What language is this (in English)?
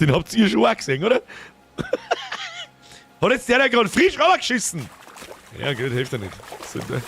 Bavarian